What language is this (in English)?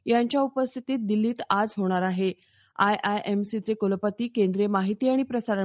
Marathi